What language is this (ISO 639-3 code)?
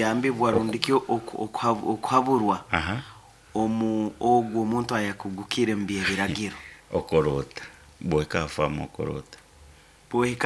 nyn